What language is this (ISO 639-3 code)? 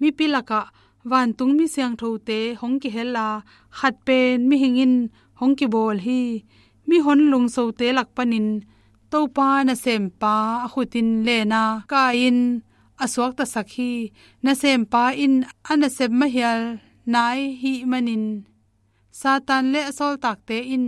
ctd